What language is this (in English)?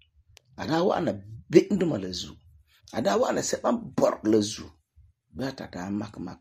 Frafra